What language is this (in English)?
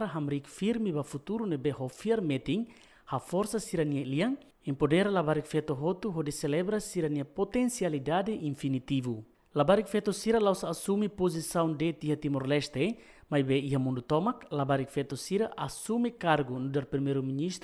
Tetum